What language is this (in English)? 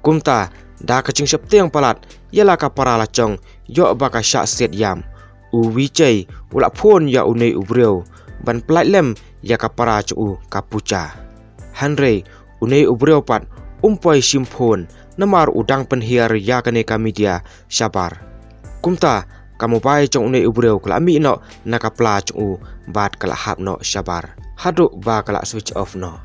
Khasi